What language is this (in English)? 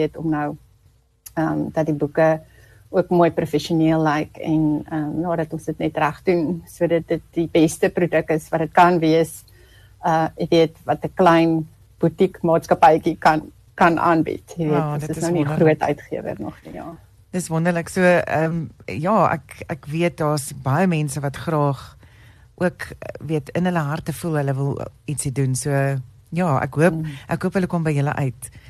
Afrikaans